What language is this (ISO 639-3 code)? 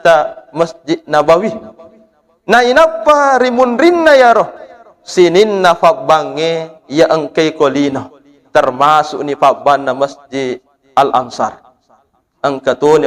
bug